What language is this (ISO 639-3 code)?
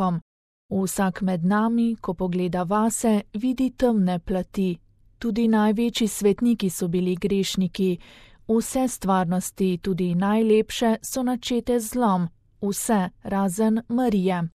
slv